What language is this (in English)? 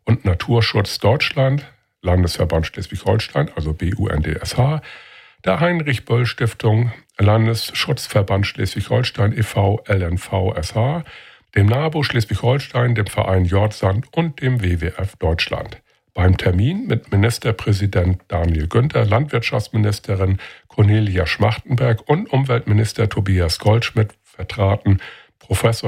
German